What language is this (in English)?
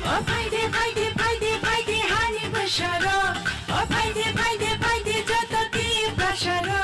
Kok Borok